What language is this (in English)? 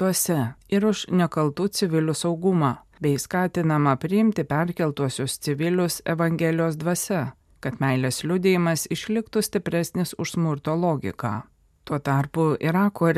Lithuanian